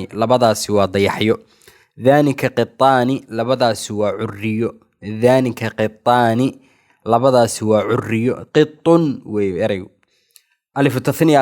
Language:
Somali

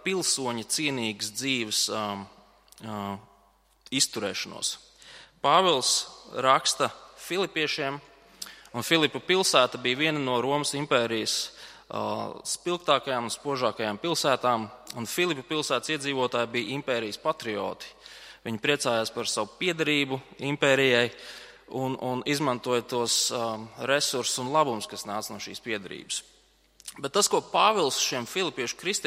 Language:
Latvian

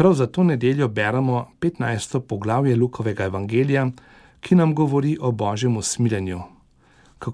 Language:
Slovenian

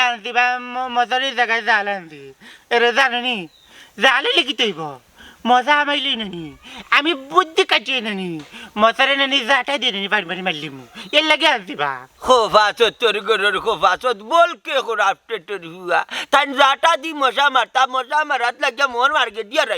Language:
Sylheti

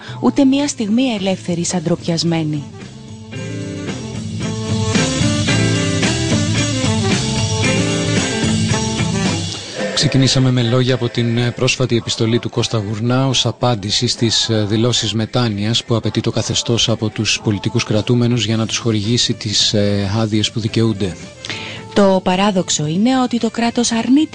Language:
Greek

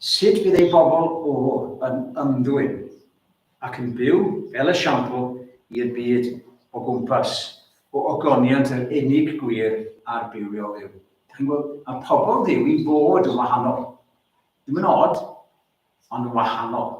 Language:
Welsh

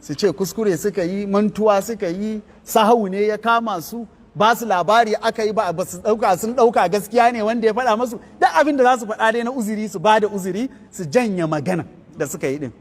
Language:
Hausa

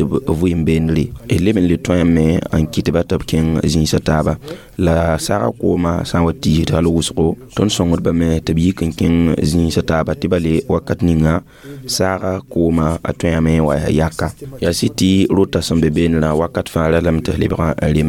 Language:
Mossi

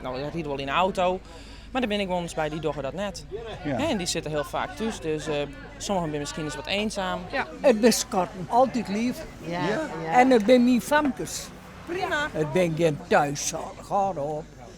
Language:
Western Frisian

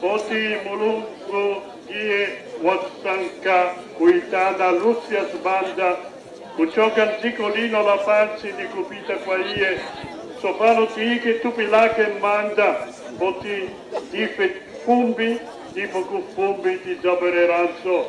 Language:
Nyanja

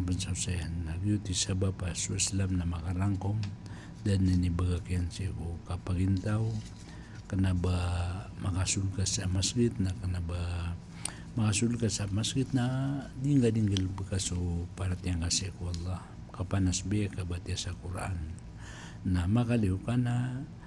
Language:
Maranao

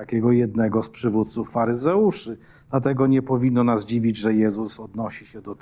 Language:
Polish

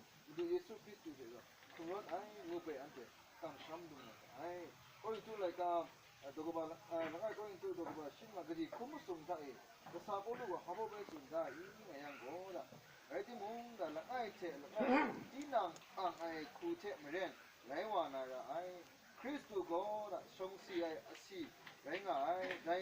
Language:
Kachin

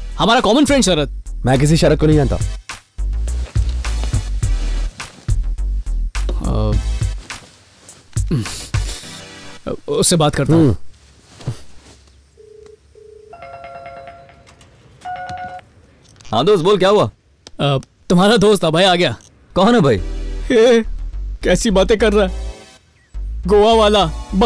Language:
Hindi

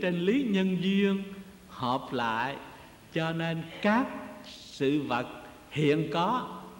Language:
Vietnamese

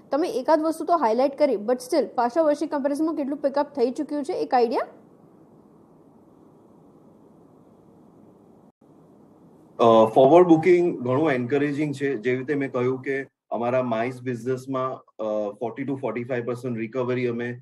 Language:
Gujarati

